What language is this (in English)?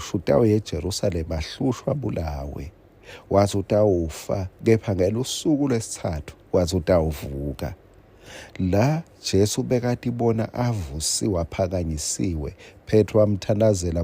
Swati